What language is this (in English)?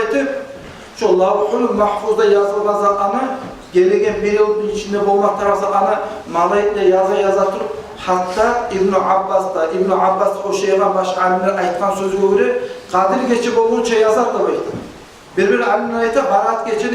Kumyk